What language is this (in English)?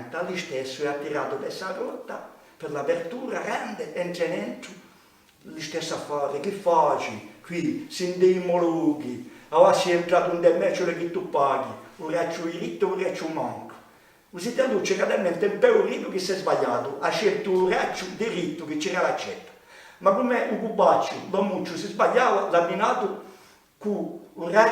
Corsican